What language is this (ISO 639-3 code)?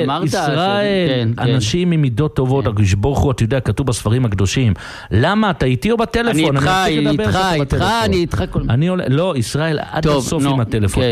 heb